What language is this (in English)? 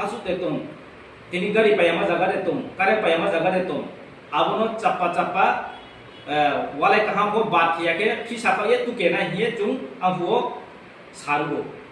Riang (India)